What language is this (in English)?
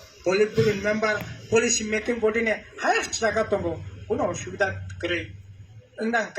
Kok Borok